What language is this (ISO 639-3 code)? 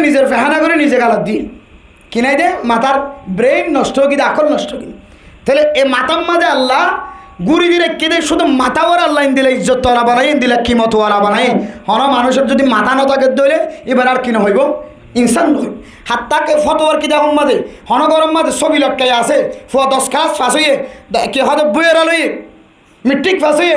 rhg